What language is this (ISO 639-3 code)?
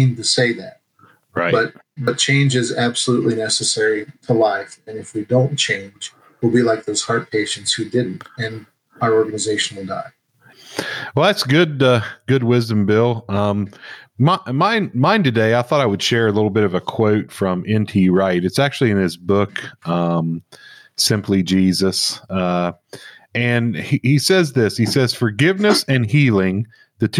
eng